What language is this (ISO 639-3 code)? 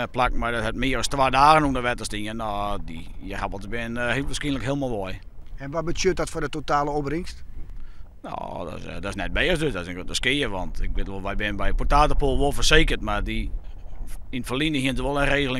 fry